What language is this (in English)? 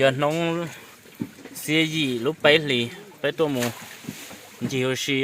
Hmong